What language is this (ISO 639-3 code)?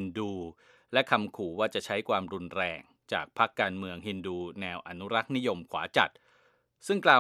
tha